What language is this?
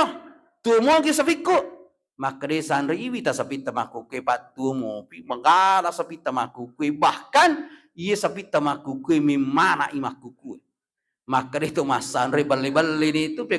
Buginese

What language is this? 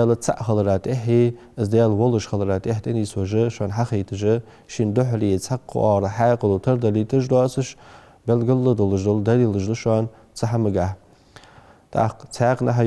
Ingush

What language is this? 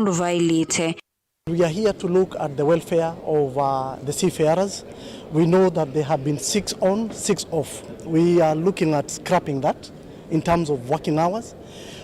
Kamba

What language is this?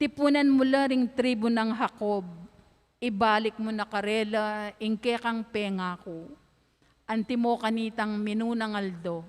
Pampanga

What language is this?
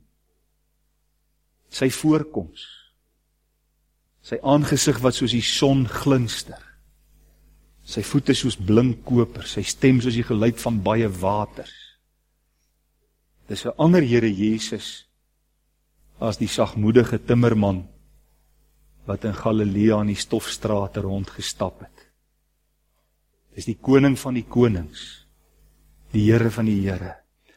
Afrikaans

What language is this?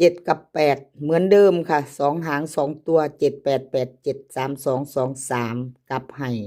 Northeastern Thai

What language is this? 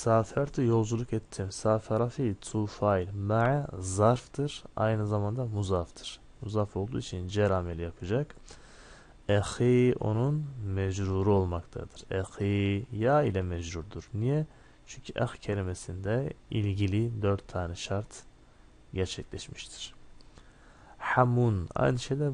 Turkish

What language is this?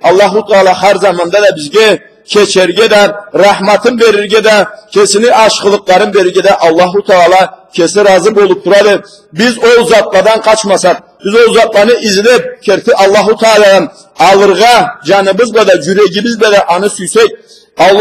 Karachay-Balkar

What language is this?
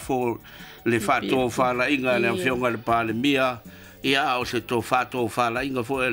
Samoan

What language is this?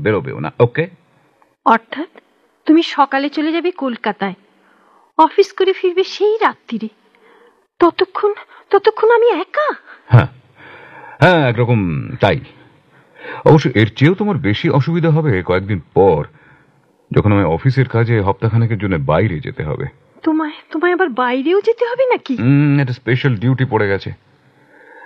Bangla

